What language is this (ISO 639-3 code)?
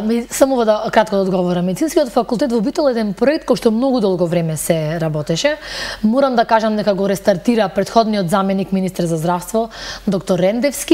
mkd